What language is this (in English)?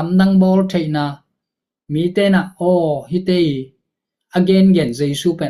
Tedim Chin